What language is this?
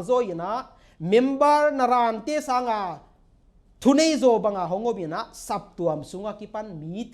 Paite Chin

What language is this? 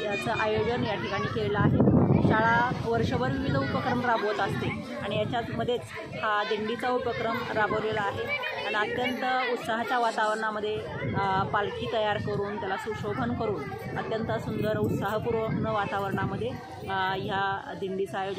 Marathi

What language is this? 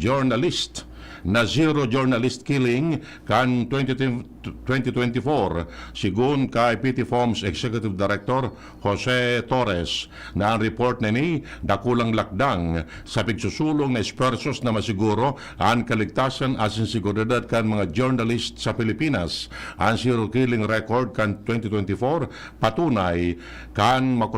Bikol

